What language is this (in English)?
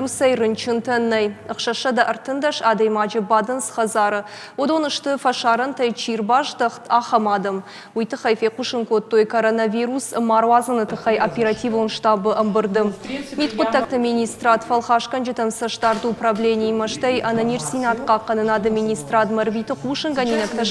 Ossetic